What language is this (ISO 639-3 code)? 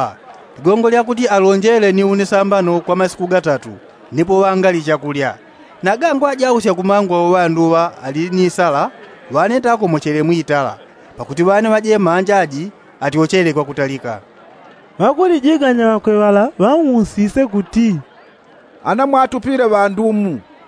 yao